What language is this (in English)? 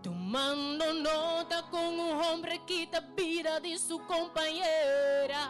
Papiamento